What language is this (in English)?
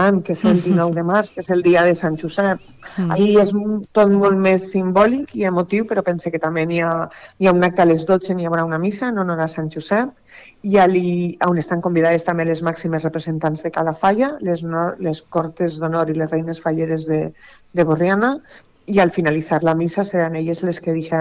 Catalan